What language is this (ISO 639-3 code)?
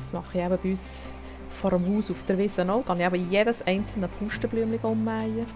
gsw